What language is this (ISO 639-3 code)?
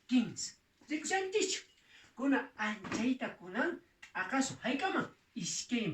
que